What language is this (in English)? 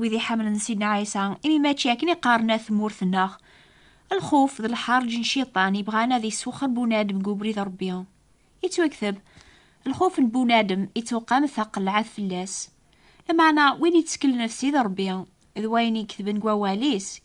Kabyle